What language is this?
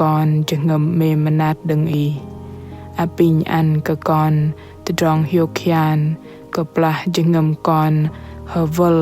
Bahnar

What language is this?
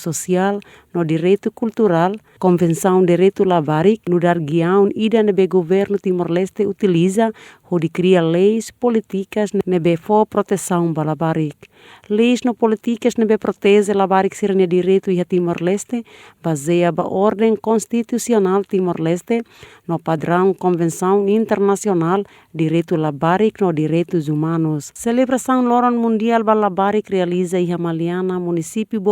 Tetum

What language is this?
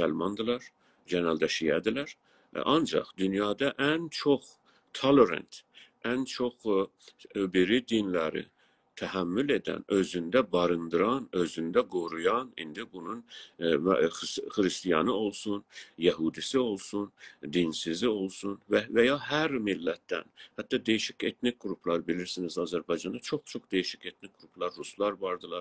South Azerbaijani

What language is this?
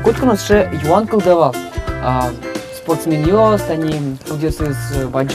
Udmurt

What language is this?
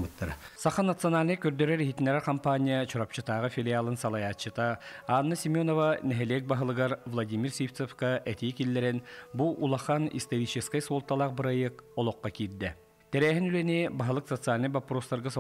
Yakut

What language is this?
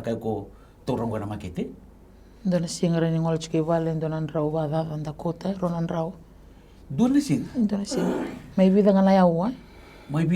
Fijian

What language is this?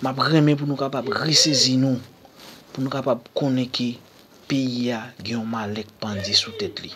Haitian Creole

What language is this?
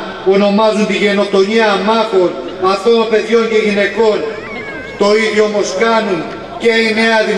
Greek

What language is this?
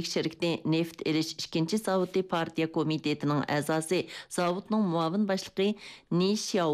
Uyghur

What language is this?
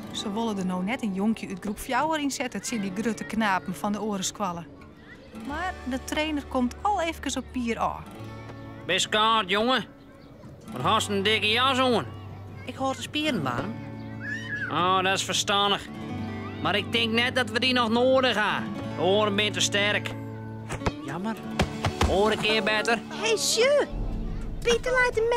Western Frisian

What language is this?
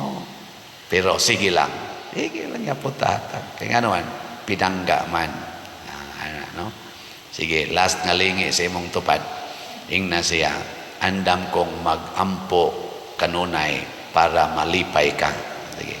Cebuano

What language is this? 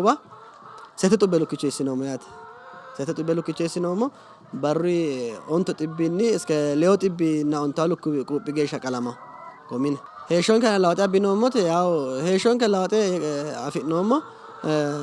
Sidamo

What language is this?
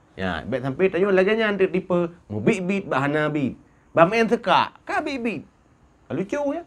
Achinese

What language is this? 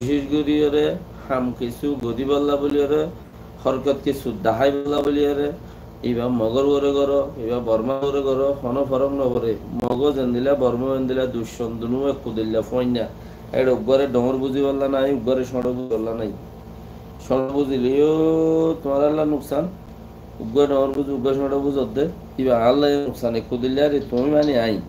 Rohingya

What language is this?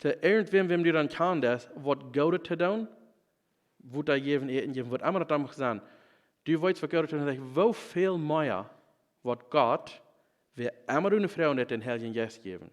Plautdietsch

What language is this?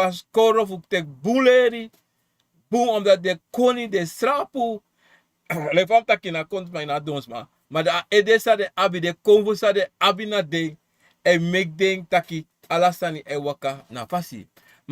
Sranan Tongo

